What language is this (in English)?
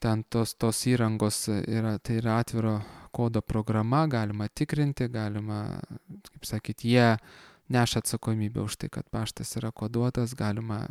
Lithuanian